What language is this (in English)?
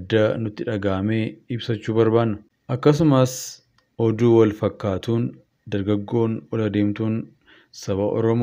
Oromo